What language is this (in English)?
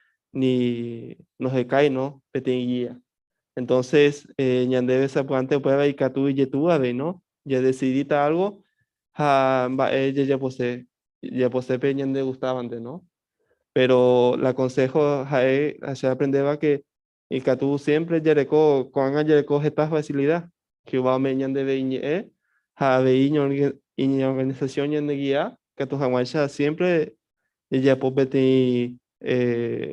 Guarani